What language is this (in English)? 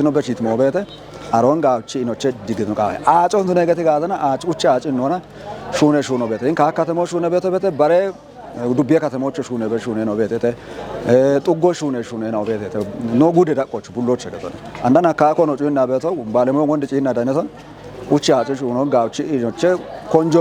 Kafa